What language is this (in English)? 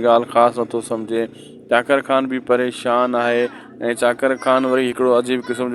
Sindhi